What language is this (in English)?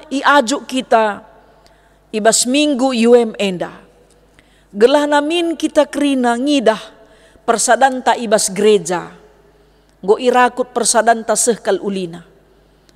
Batak Karo